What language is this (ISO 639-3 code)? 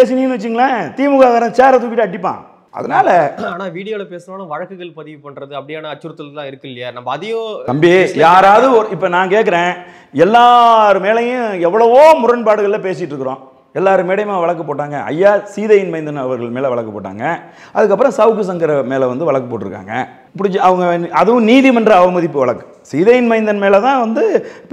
tam